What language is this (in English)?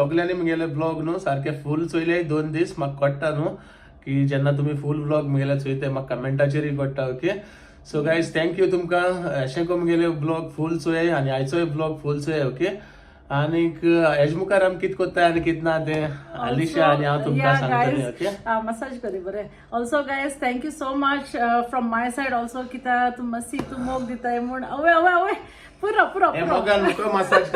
Konkani